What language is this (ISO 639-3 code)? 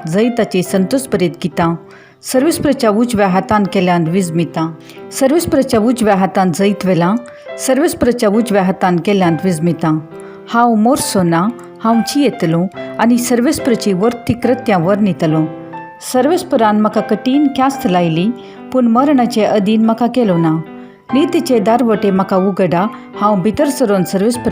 kok